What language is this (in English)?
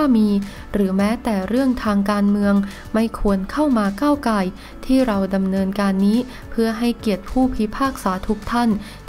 Thai